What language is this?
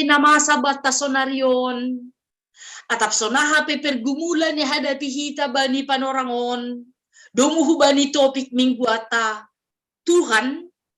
Batak Simalungun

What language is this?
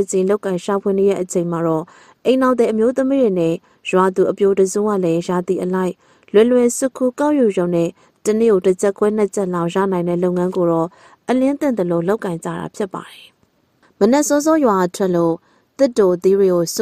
Burmese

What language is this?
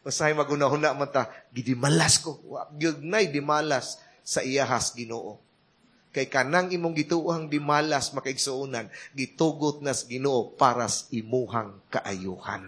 Cebuano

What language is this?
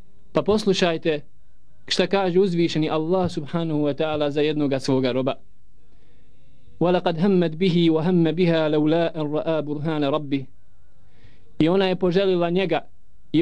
Bosnian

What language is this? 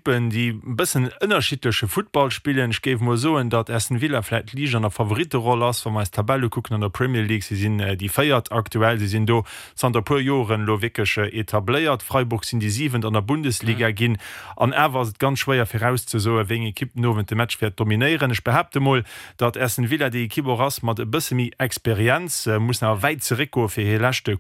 Luxembourgish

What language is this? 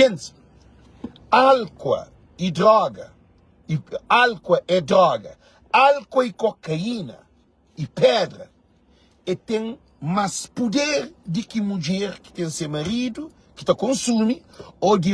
Kabuverdianu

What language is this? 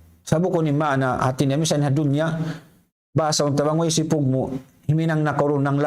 Tausug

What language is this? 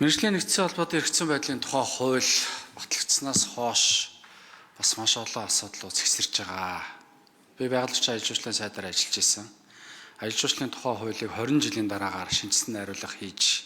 Mongolian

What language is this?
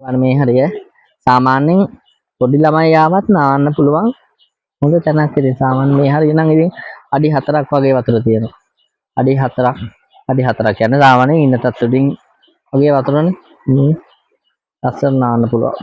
Sinhala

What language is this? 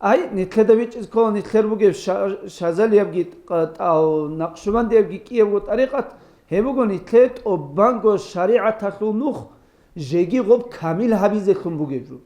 Avaric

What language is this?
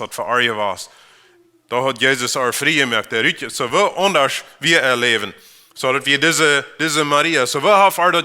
Plautdietsch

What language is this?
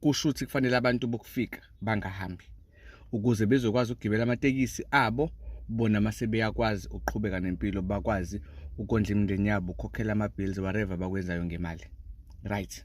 Zulu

